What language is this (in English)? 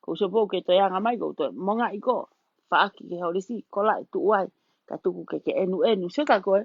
Tongan